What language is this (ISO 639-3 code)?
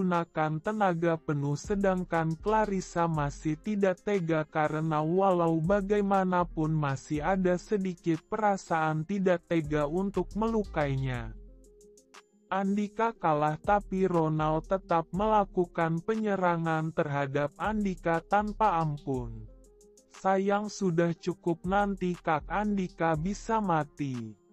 ind